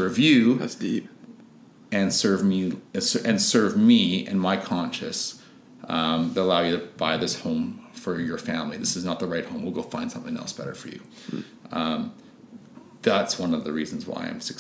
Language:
English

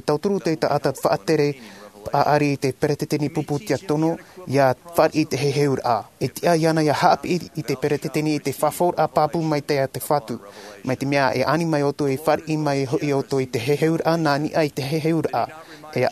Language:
Tahitian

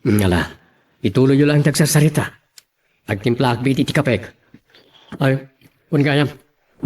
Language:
Iloko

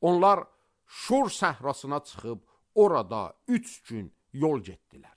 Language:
Azerbaijani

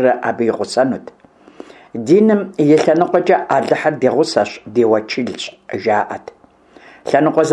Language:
Kabardian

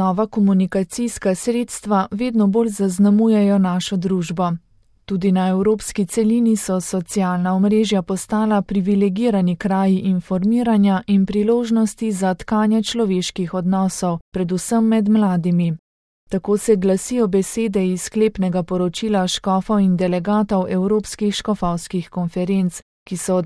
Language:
Slovenian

